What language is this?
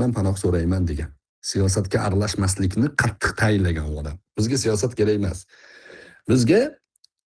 Uzbek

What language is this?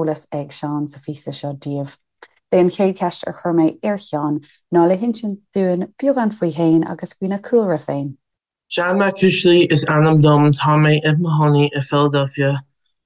Irish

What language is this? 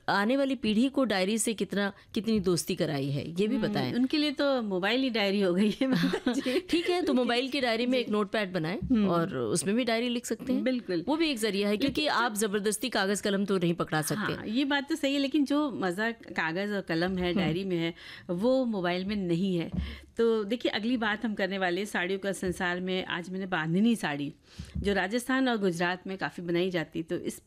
Hindi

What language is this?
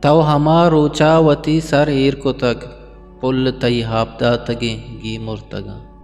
Eastern Balochi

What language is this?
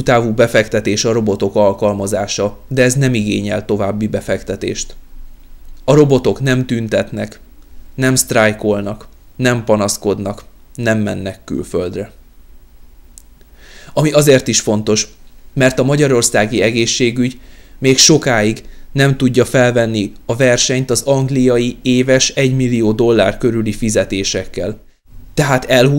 Hungarian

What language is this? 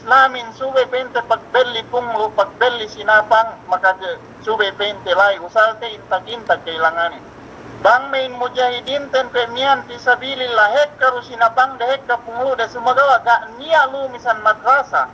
Yakan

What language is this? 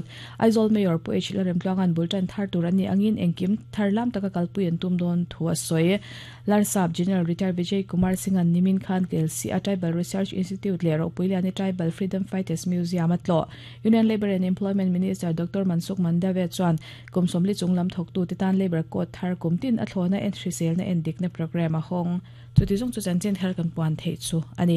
Mizo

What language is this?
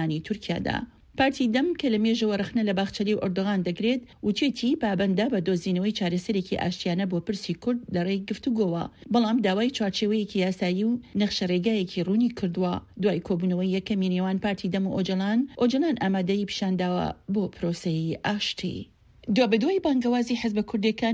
Central Kurdish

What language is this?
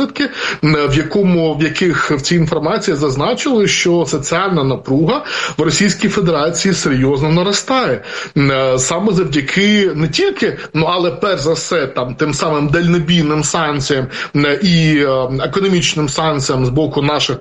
Ukrainian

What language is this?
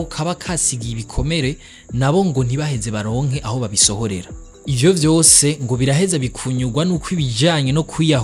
Rundi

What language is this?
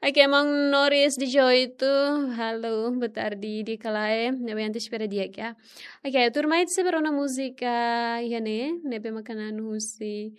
Tetum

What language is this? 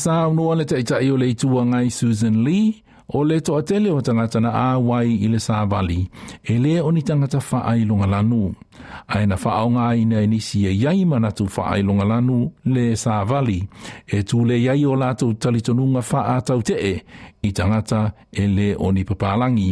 Samoan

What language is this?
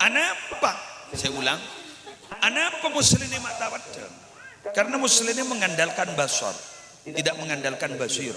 Madurese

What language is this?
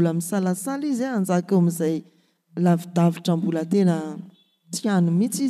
Malagasy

